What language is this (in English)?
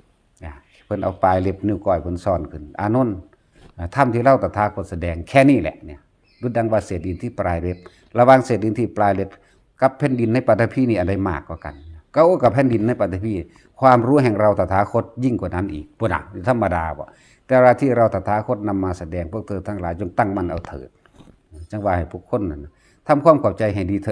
Northeastern Thai